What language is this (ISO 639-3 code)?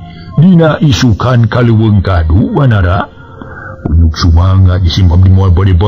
sun